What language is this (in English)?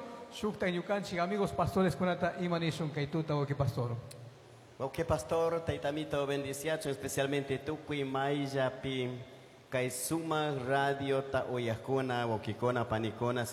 Chimborazo Highland Quichua